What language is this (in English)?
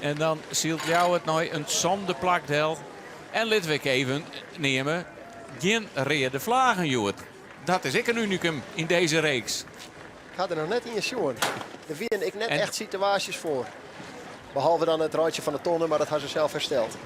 Western Frisian